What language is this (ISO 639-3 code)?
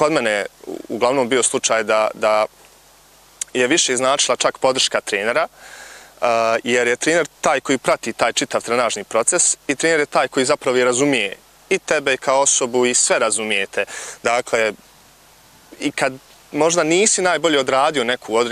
bos